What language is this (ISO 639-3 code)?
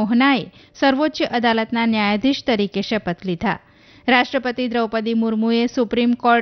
guj